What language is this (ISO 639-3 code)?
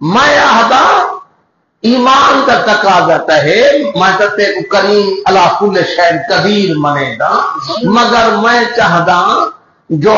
skr